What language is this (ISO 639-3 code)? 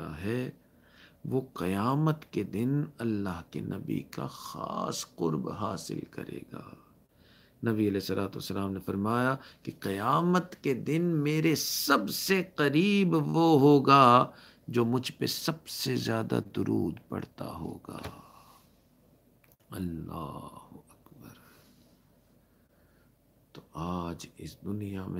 urd